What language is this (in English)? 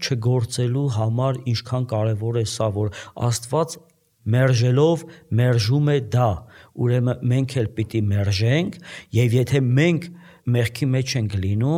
Armenian